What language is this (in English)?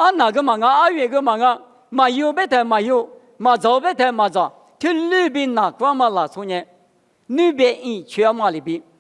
Lisu